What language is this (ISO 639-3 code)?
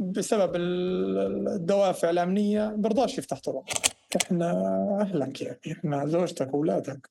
apc